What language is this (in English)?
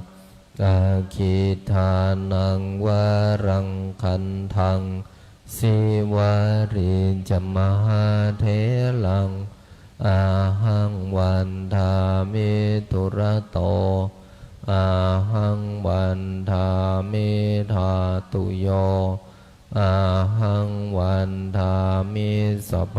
Pali